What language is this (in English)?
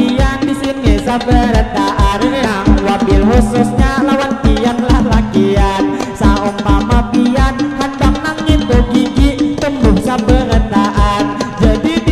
Banjar